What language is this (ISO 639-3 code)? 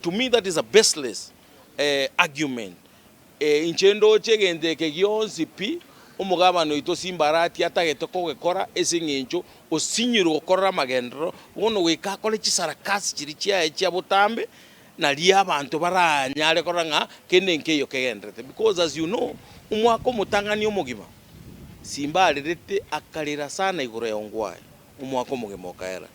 guz